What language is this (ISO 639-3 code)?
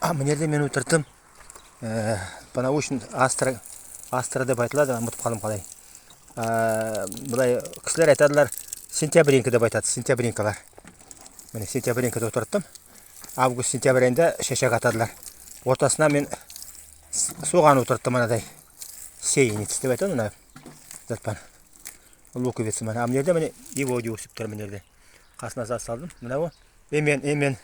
nog